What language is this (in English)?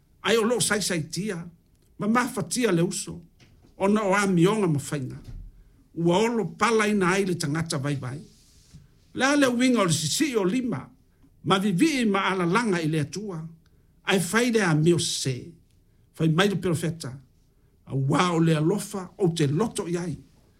Samoan